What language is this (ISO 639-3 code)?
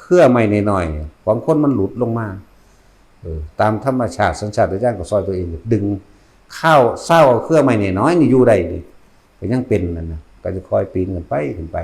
tts